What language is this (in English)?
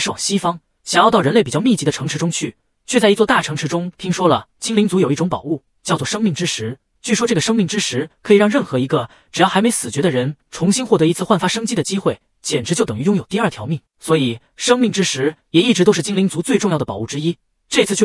Chinese